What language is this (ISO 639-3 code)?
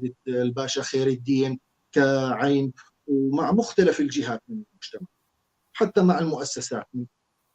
apc